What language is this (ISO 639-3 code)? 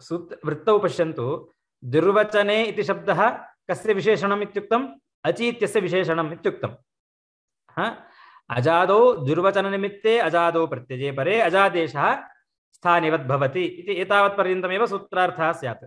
san